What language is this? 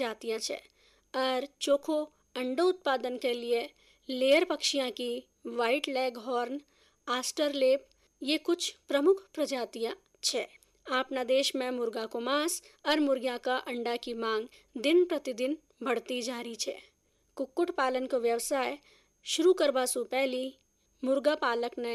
Hindi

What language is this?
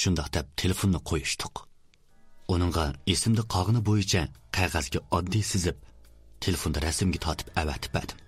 Uyghur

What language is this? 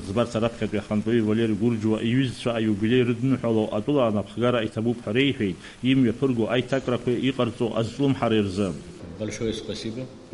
Abkhazian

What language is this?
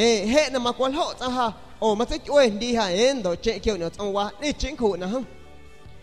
San Pedro Amuzgos Amuzgo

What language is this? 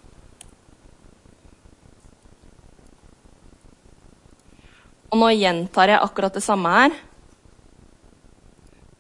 Norwegian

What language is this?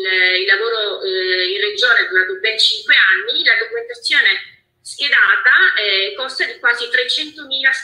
Italian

